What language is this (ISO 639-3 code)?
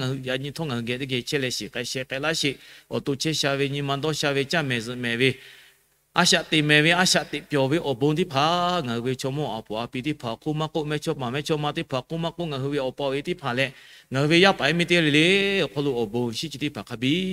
lhu